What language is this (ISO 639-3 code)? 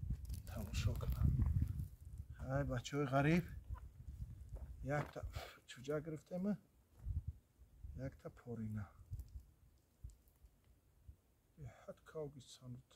fas